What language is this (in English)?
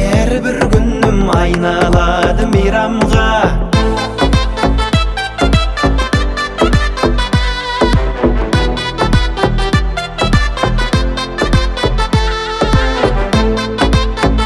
Kazakh